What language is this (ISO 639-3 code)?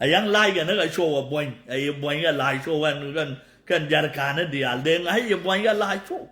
nus